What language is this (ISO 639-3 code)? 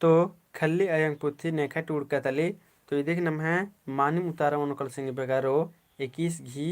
kru